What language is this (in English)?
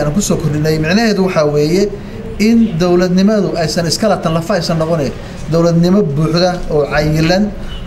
Somali